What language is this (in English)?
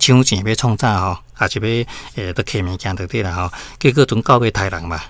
Min Nan Chinese